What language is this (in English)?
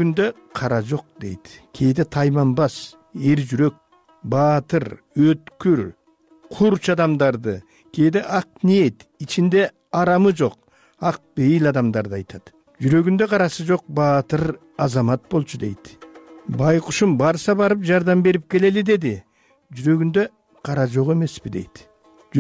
Kyrgyz